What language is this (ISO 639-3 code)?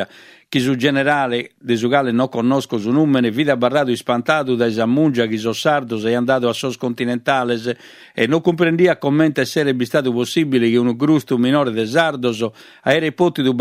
srd